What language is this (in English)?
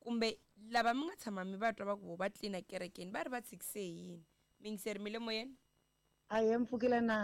Tsonga